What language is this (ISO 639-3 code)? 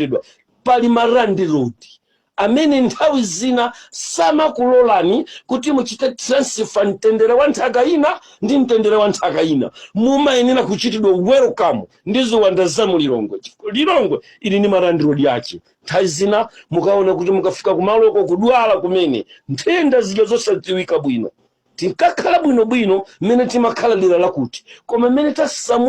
nya